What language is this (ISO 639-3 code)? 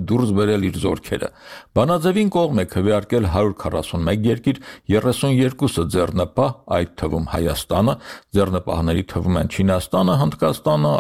hye